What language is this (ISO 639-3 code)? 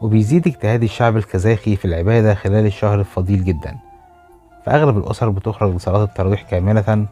arz